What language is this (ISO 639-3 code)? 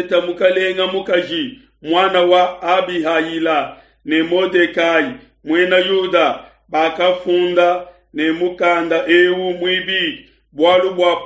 lua